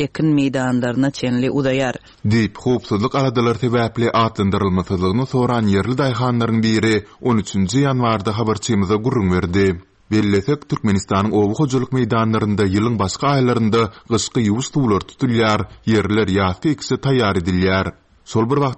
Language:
Turkmen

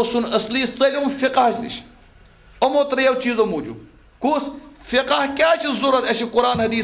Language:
Kashmiri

